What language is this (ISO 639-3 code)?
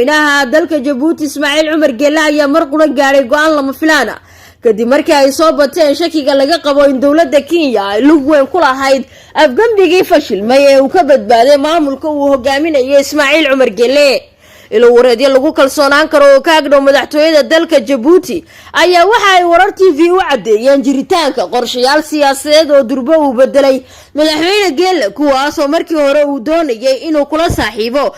som